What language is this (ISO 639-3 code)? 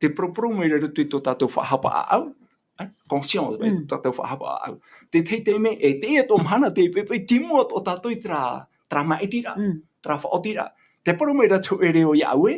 tah